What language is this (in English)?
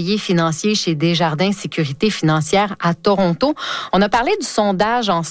French